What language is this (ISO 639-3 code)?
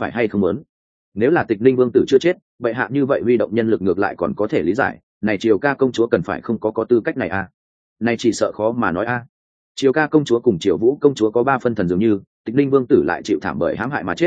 vie